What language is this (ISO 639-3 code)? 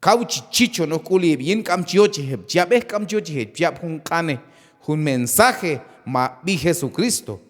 kjb